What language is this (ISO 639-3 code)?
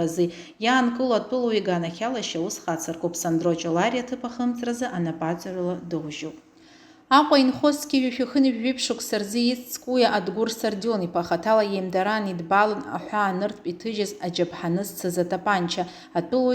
abk